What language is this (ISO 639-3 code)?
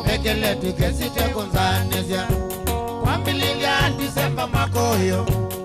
kam